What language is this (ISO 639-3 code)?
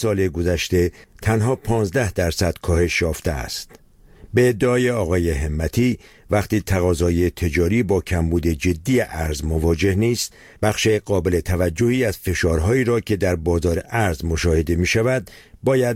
fas